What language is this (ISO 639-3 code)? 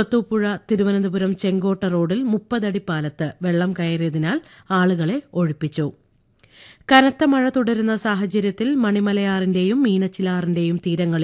mal